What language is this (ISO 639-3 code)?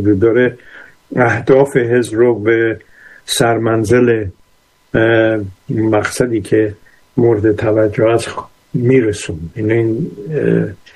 fas